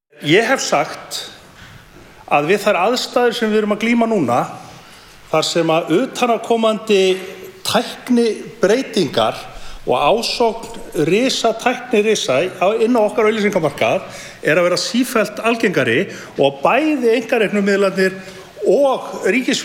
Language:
Icelandic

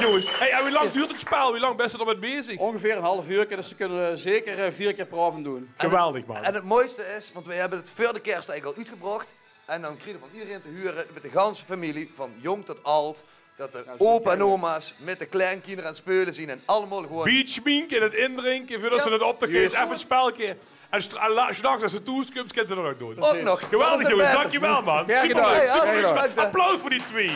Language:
Limburgish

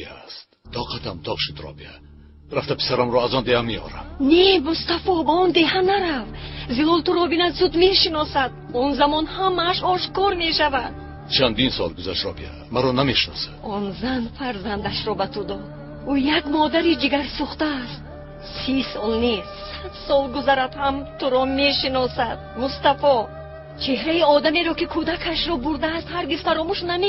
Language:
Tajik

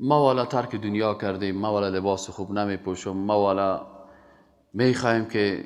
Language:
Persian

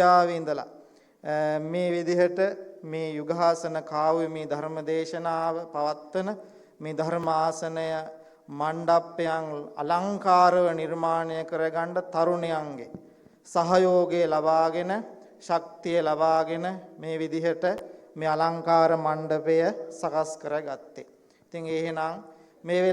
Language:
Sinhala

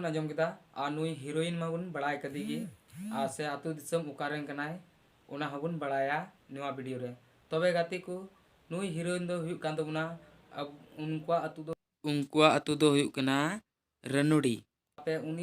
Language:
Santali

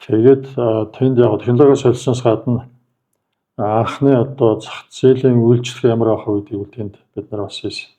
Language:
Mongolian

